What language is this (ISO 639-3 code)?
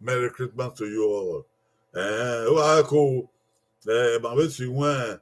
bin